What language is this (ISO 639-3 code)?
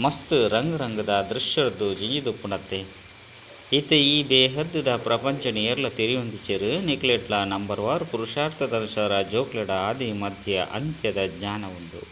tcy